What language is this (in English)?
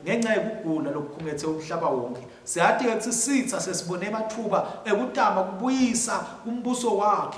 Swati